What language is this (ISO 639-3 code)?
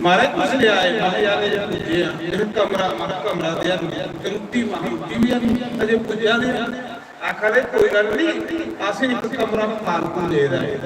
doi